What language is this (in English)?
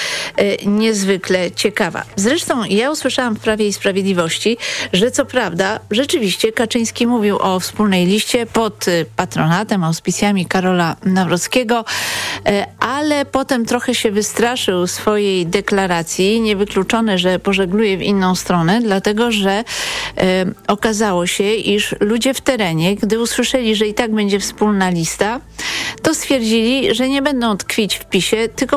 Polish